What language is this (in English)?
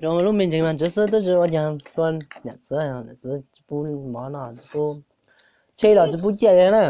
Hmong